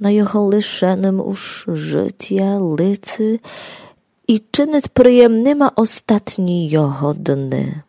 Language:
Rusyn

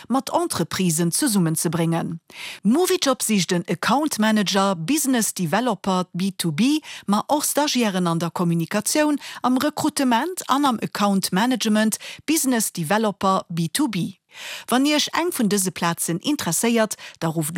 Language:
Luxembourgish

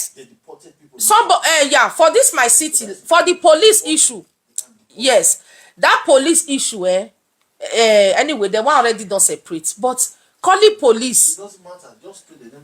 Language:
Nigerian Pidgin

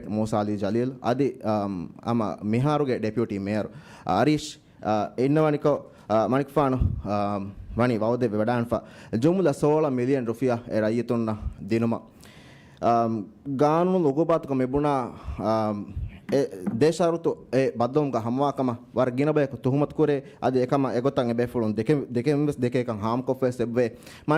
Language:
Divehi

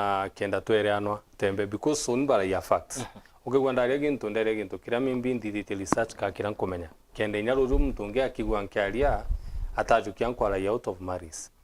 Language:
Meru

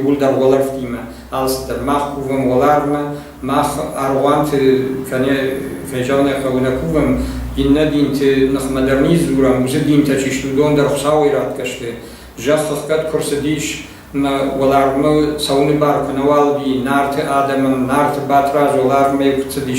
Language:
Ossetic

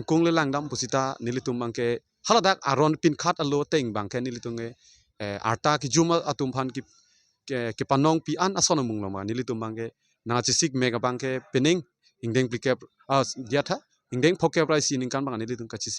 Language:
Karbi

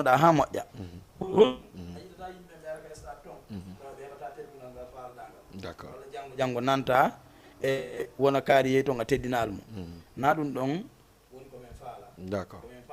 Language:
Fula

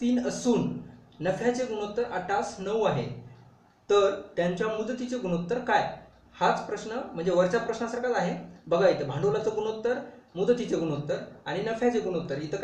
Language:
Marathi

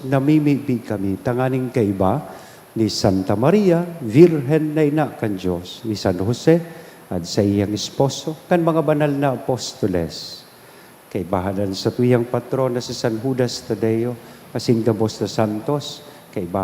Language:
Bikol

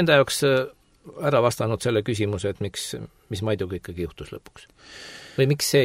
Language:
Estonian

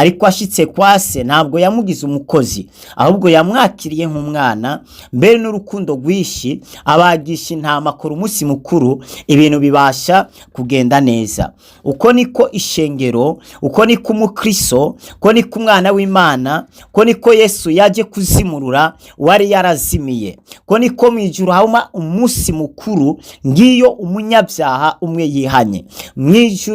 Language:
Rundi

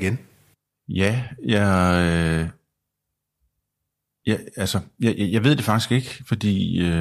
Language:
Danish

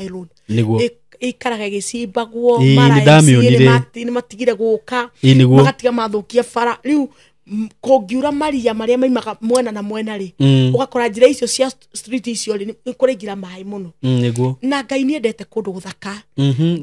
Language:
Kikuyu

